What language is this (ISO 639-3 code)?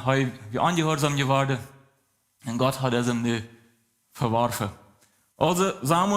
pdt